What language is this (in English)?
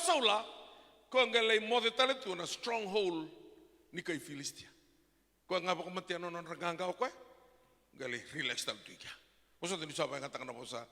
Fijian